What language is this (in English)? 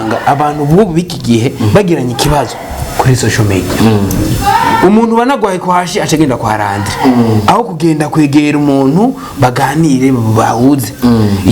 Rundi